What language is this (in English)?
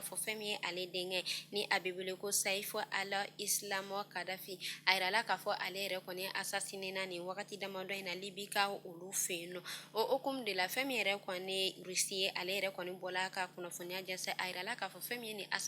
Bambara